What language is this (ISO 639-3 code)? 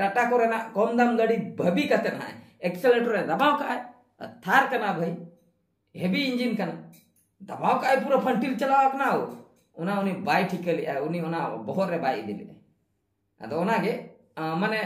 sat